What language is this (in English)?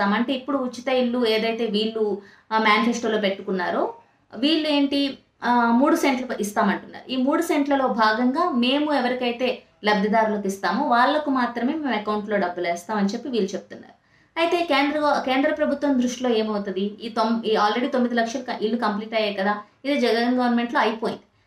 Telugu